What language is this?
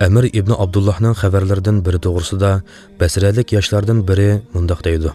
Uyghur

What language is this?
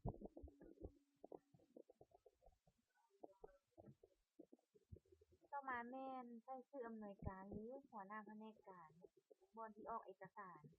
Lao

